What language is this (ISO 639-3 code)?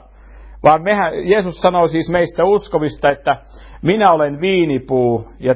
fin